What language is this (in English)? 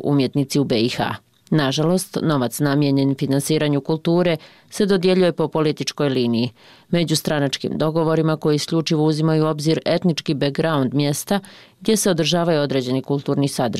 Bosnian